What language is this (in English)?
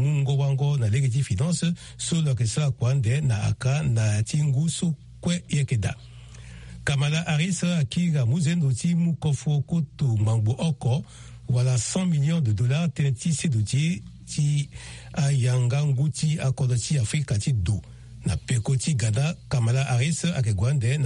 Sango